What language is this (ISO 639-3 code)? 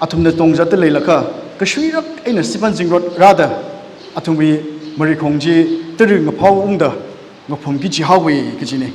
nmf